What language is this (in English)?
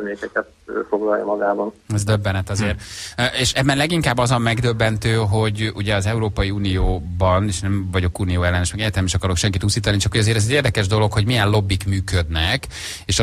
Hungarian